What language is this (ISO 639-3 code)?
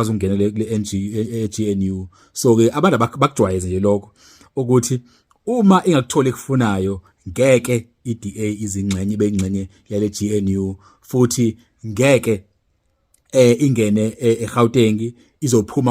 zul